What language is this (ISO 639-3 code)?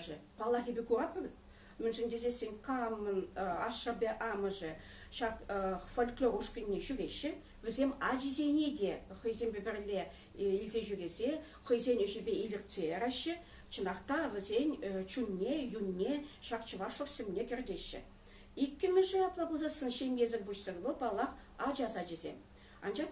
chv